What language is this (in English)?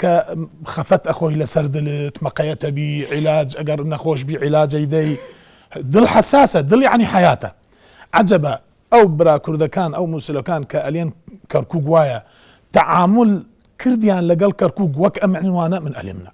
Central Kurdish